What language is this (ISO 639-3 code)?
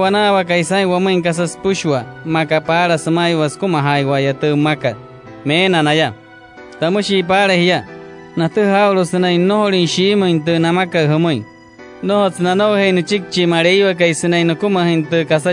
guc